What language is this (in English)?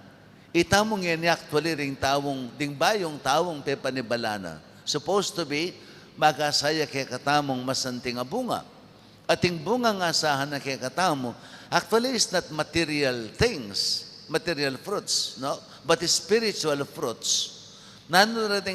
Pampanga